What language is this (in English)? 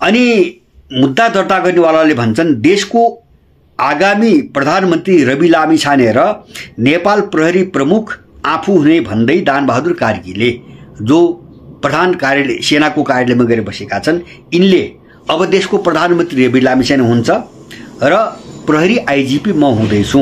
Nepali